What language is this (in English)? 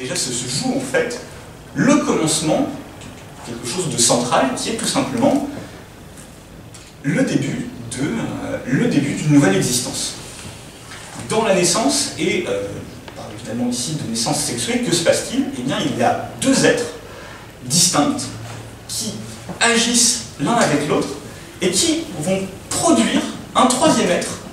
French